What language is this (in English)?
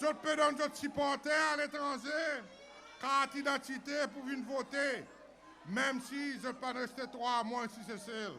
Seselwa Creole French